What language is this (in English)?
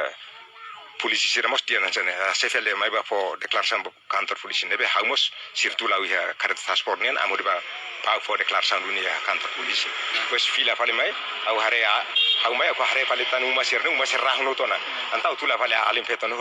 Tetum